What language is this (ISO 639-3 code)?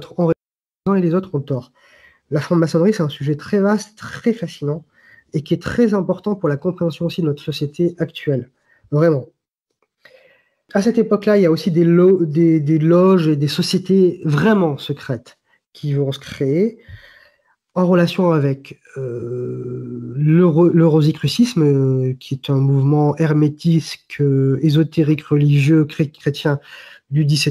fra